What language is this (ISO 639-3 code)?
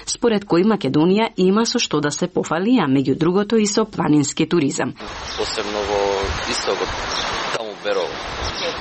mkd